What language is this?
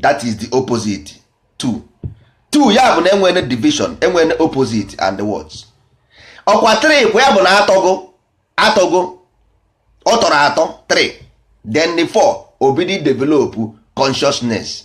Igbo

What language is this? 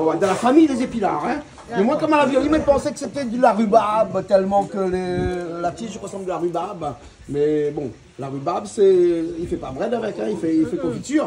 Réunion Creole French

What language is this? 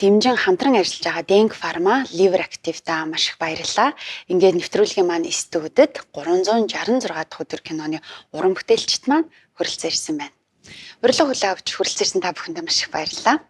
Mongolian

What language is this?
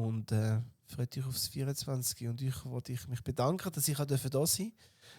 Swiss German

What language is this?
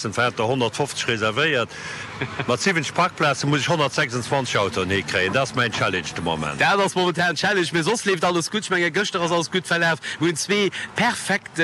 Luxembourgish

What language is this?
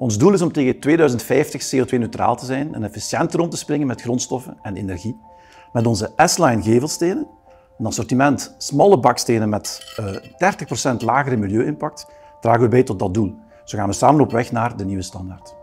Dutch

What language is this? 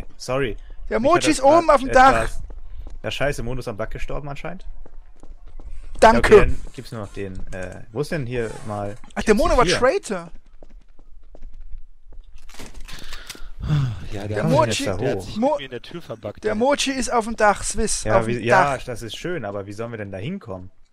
German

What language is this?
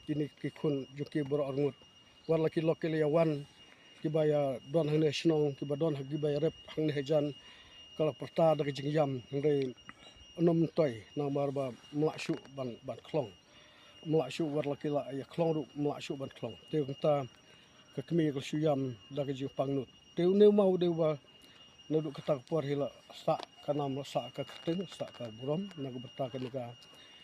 Khasi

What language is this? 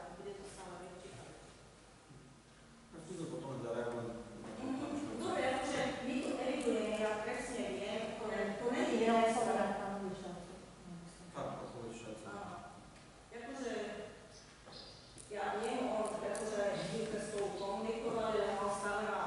Slovak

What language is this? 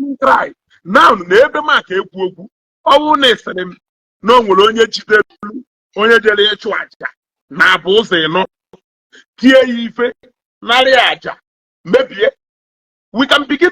Igbo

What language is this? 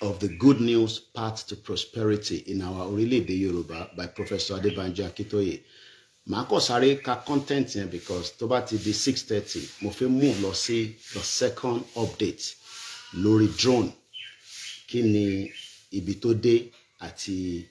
Yoruba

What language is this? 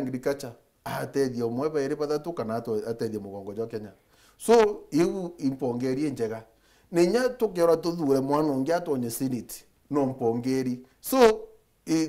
Meru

